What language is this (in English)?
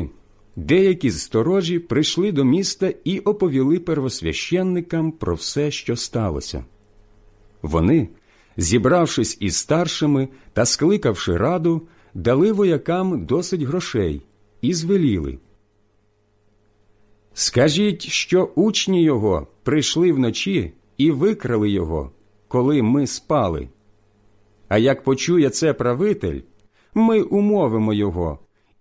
Ukrainian